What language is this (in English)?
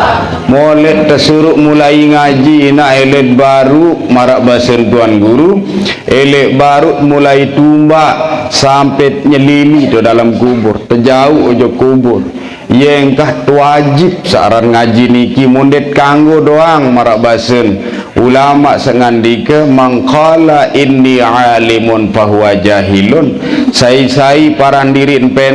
Sasak